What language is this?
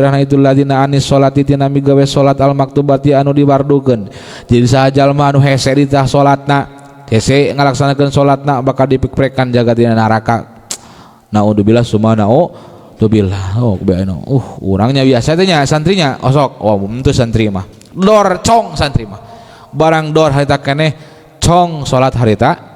Sundanese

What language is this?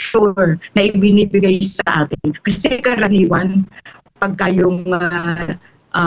Filipino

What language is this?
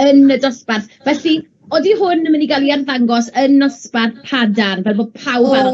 Welsh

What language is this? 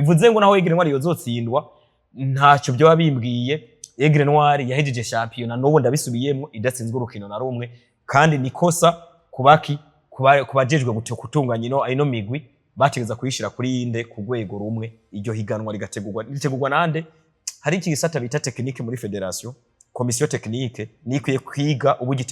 Rundi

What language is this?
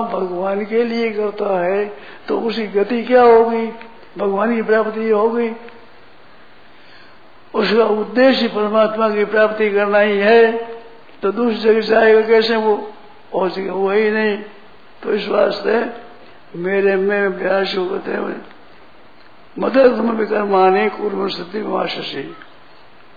Hindi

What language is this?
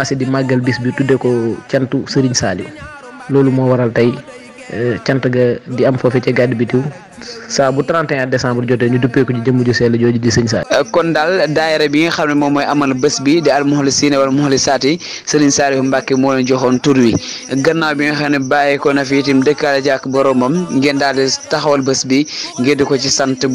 Wolof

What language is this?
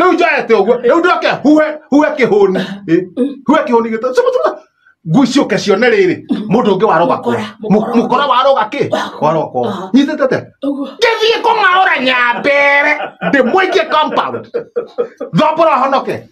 Kikuyu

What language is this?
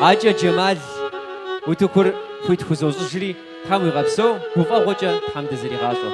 Kabardian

